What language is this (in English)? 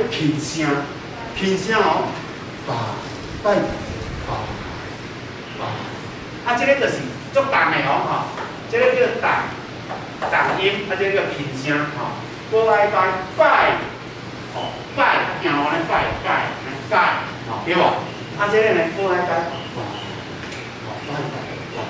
Min Nan Chinese